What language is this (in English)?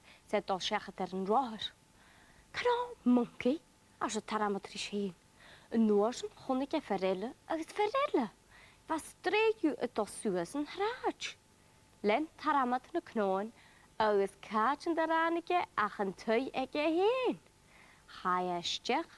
Scottish Gaelic